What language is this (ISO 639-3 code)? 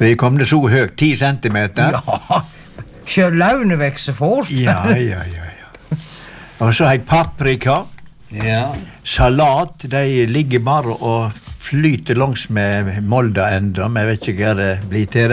nor